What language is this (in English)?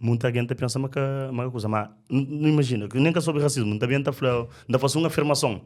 Kabuverdianu